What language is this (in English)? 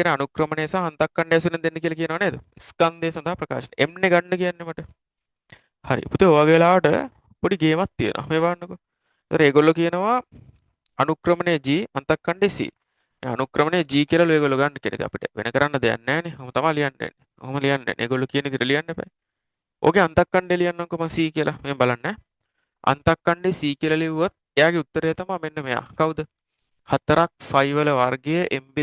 Sinhala